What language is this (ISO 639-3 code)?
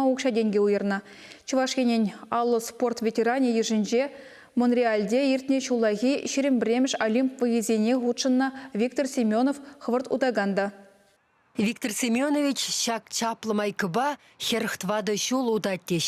chv